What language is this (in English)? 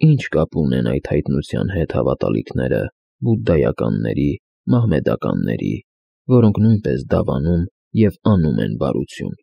Armenian